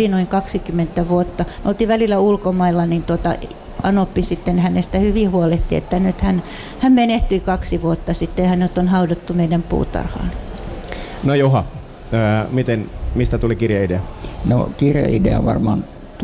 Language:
Finnish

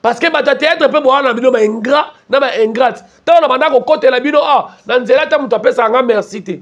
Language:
Lingala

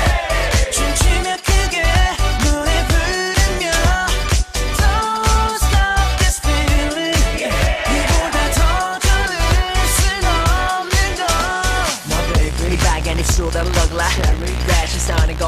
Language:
Korean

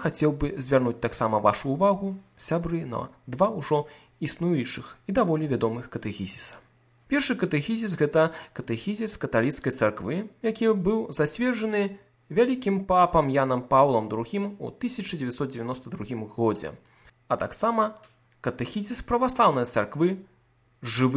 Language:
Belarusian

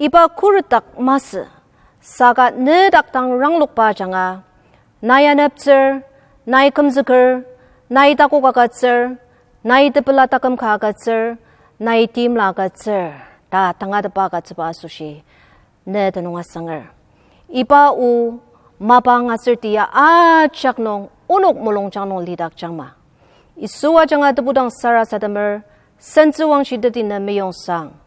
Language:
Ao Naga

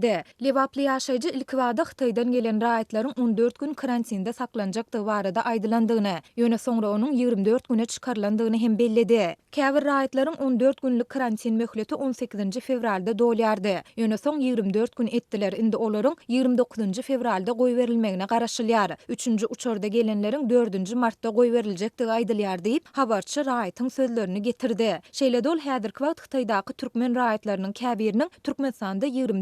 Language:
Turkmen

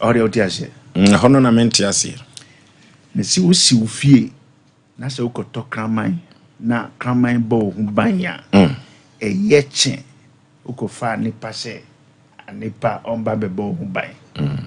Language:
Akan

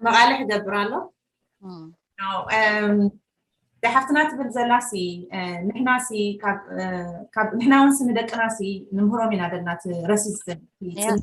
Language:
Tigrinya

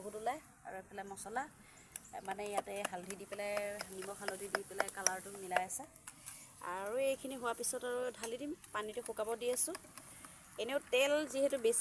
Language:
Assamese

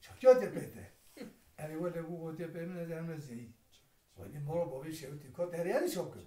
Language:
Kurdish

